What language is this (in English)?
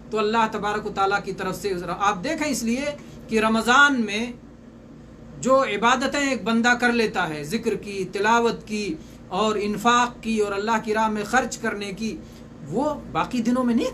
Urdu